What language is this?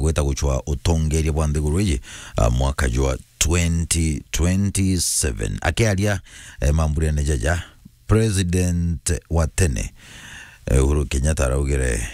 Meru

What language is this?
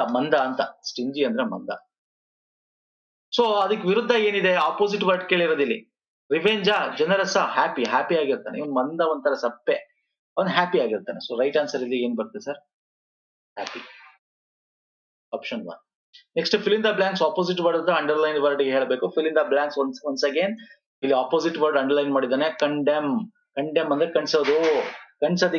Kannada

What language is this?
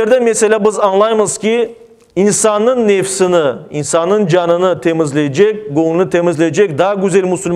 Crimean Tatar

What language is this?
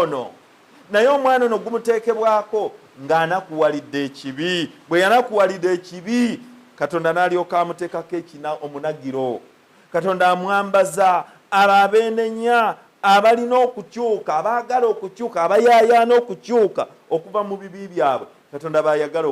Ganda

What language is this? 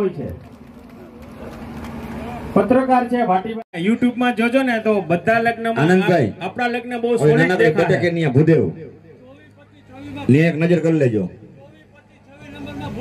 Gujarati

